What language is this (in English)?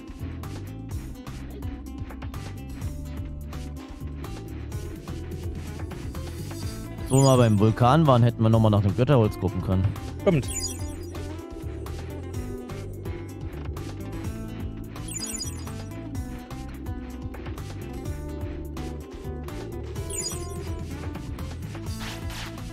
German